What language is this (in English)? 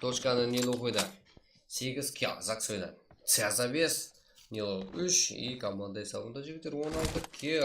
Kara-Kalpak